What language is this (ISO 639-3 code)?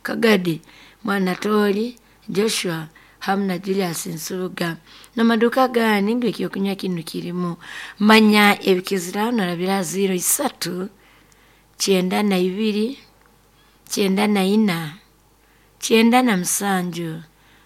nyo